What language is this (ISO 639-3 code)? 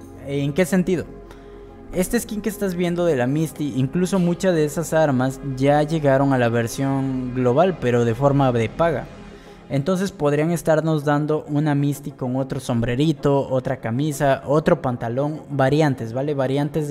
spa